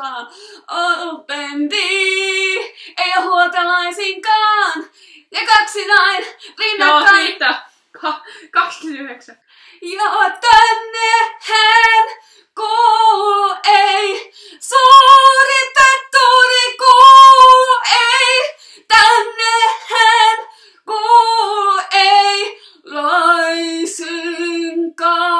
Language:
Finnish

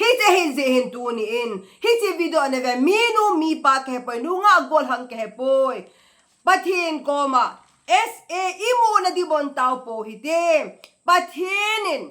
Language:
Thado Chin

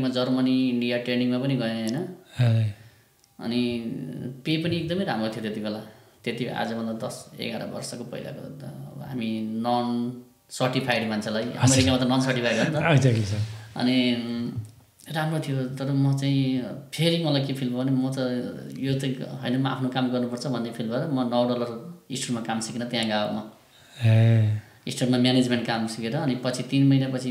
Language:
Nepali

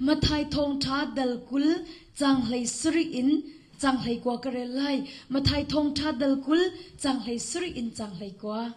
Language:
Hakha Chin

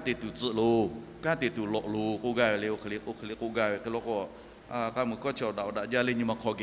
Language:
Lahu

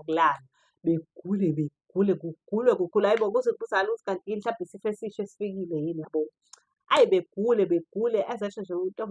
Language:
Zulu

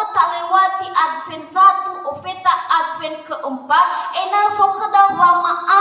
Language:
Nias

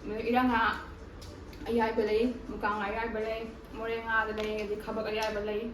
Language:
Manipuri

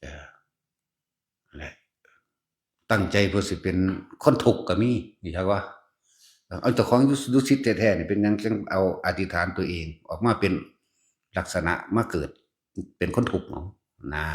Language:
Lao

